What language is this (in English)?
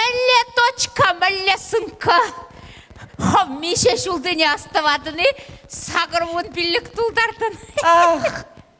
Chuvash